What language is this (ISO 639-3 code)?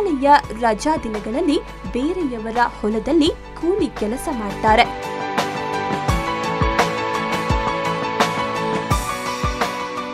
kan